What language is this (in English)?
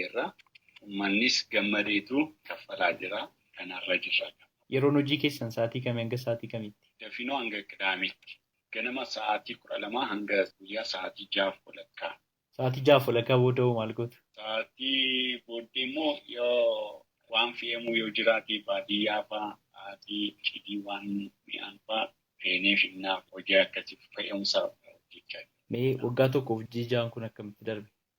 Oromo